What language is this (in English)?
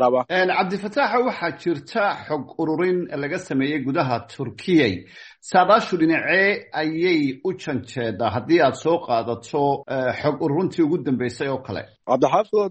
Somali